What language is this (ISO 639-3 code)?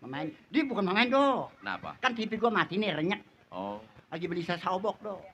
bew